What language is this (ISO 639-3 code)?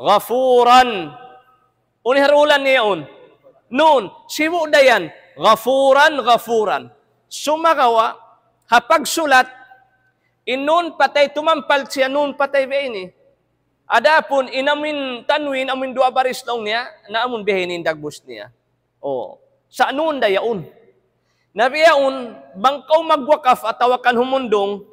tsg